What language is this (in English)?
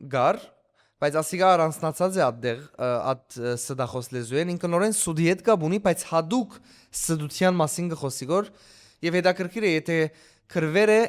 Western Armenian